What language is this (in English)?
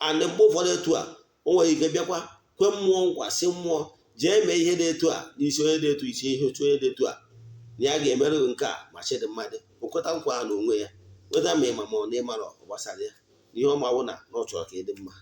Igbo